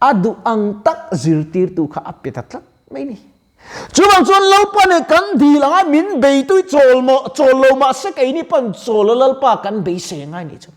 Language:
Mizo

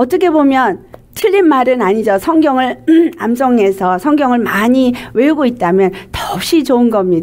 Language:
Korean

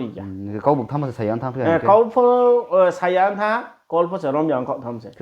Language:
Riang (India)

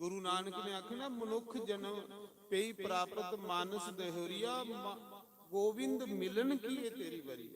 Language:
Dogri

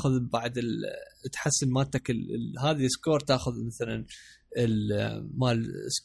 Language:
Mesopotamian Arabic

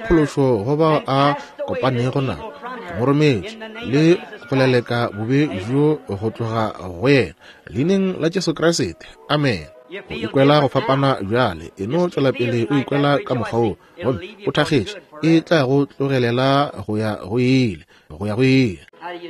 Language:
Northern Sotho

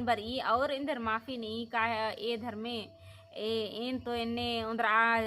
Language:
Kurukh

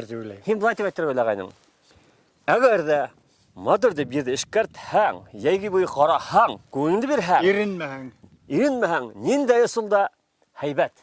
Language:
Bashkir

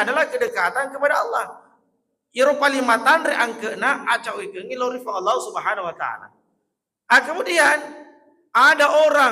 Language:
Buginese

